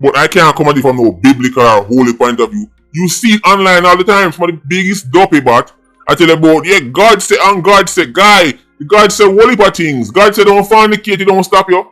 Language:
Jamaican Creole English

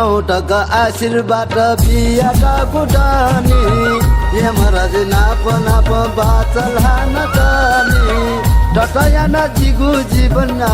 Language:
Newari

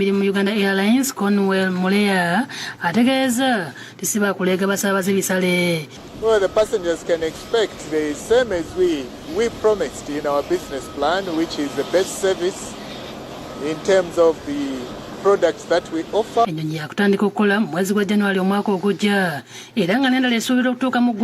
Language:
Ganda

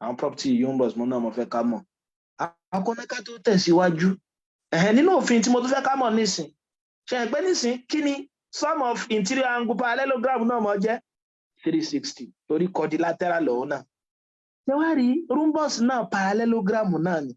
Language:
Yoruba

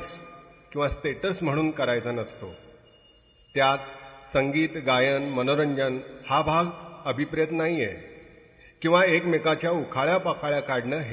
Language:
Marathi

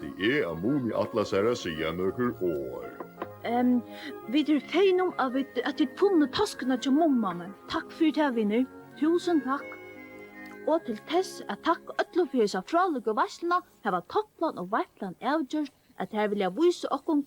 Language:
Faroese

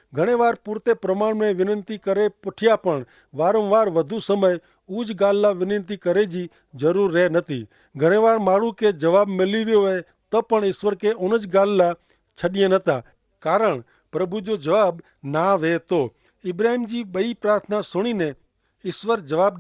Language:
Kachhi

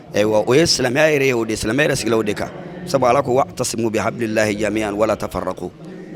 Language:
Bambara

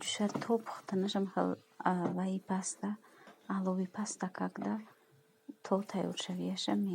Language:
Tajik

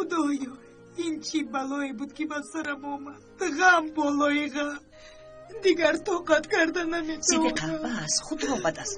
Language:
Tajik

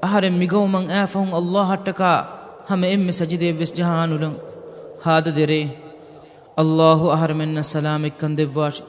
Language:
Divehi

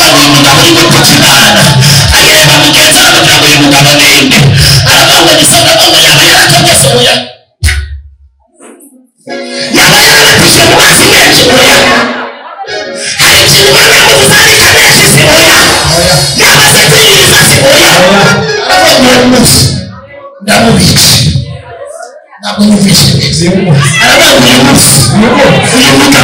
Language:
Kinyarwanda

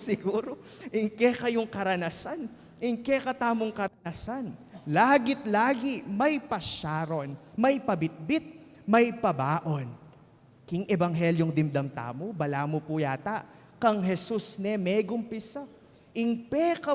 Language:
Pampanga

